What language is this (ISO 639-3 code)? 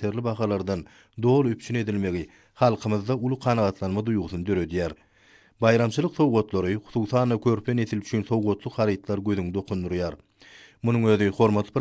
tuk